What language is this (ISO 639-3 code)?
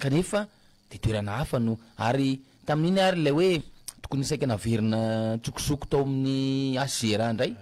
mlg